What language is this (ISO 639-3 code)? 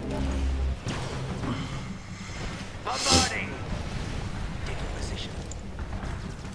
eng